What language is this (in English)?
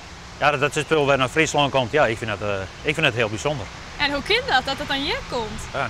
Western Frisian